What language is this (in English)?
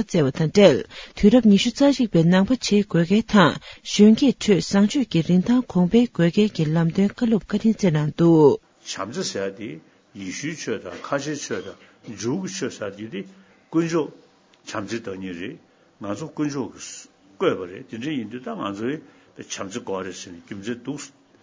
Tibetan